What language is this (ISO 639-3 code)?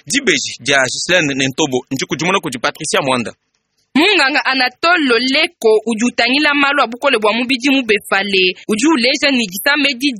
lua